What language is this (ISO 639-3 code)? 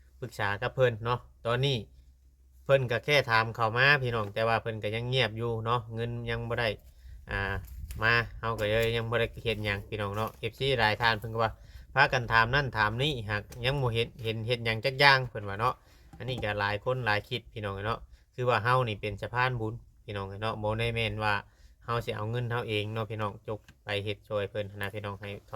lao